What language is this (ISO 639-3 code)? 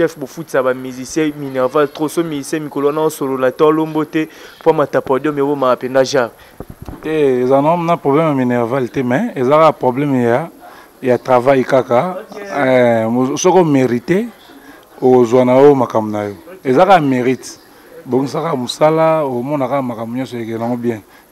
lin